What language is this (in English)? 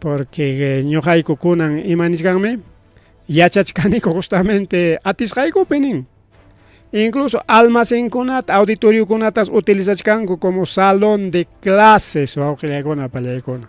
Ayacucho Quechua